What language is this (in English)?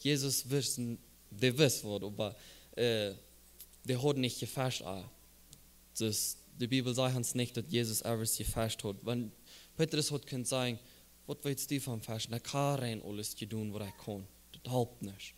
Plautdietsch